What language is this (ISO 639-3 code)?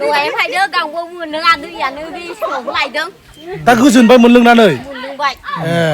brx